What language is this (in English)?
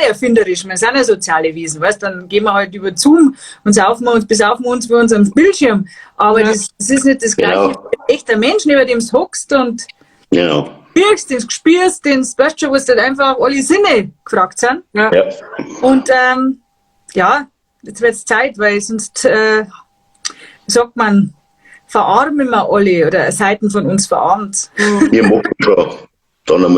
Bavarian